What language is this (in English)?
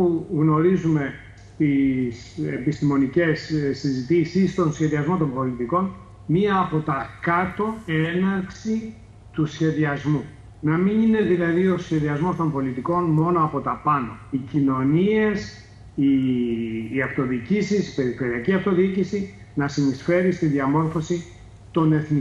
Greek